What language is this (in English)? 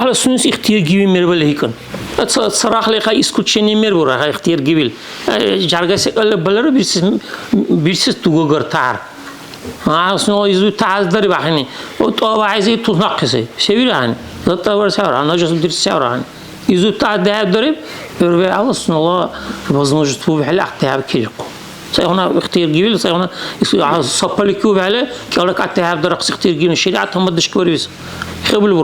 Dargwa